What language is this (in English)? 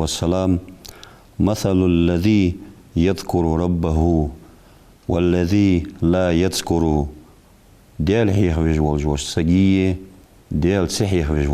Ingush